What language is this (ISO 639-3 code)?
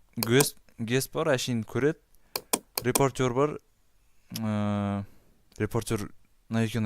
kaz